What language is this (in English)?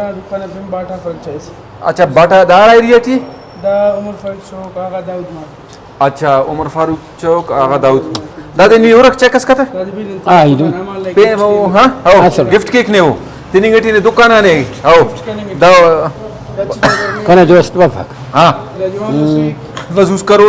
Brahui